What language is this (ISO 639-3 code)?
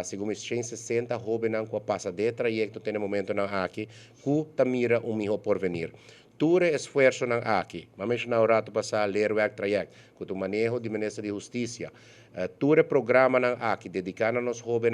pap